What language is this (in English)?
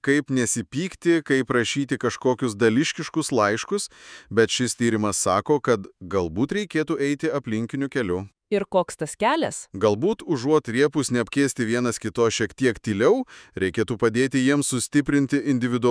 Lithuanian